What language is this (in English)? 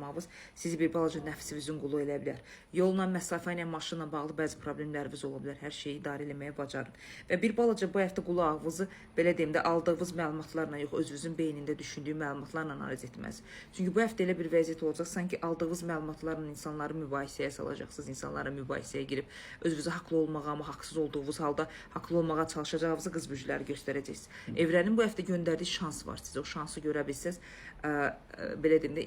Azerbaijani